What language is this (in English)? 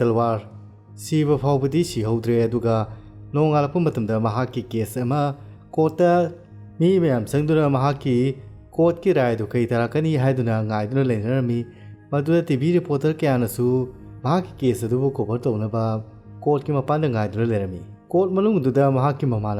Manipuri